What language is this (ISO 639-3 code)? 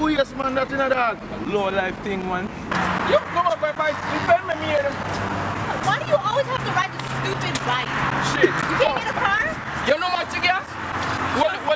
jam